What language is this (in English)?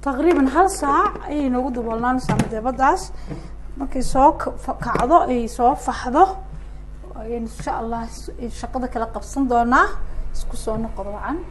Somali